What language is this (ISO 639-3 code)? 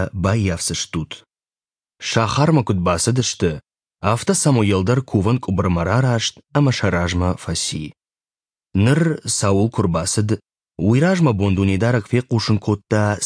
oss